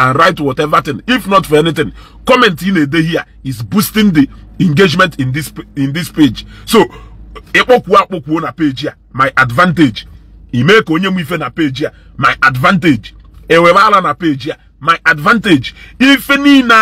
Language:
Igbo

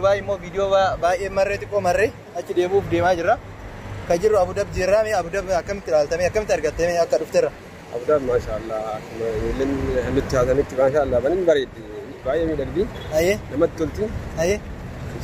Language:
Oromo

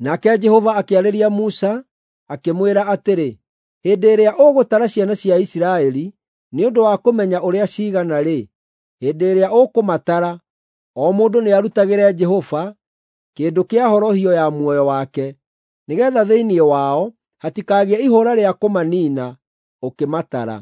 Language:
Kikuyu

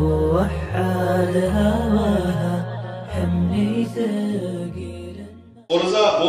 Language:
Kumyk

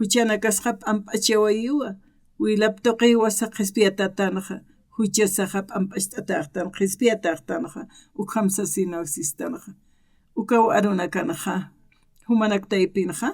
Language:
Aymara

